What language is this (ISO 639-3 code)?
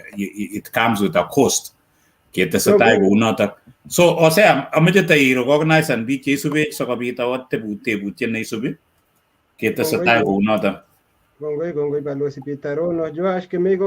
kln